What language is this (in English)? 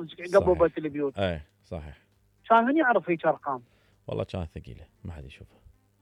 Mesopotamian Arabic